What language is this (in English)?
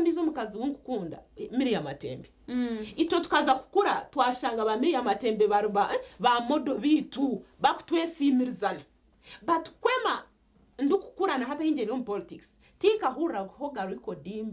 Nyankole